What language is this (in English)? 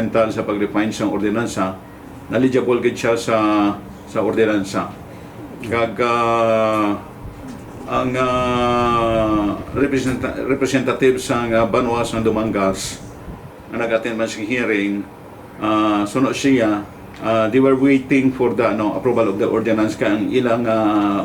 Hiligaynon